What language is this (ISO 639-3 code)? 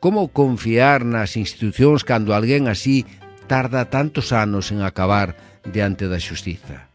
glg